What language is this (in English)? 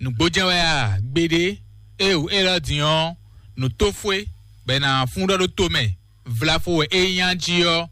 Fon